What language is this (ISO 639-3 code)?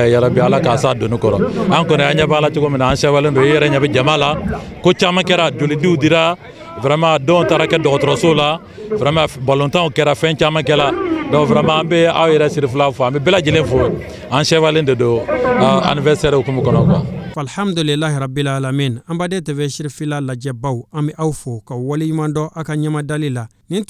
bam